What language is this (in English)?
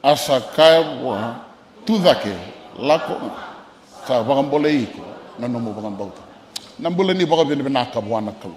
Fijian